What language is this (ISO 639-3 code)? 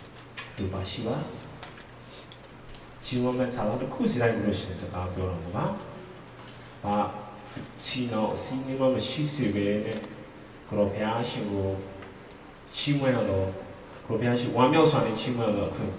mya